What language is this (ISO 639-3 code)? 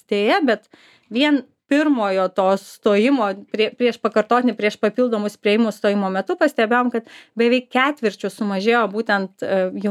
lit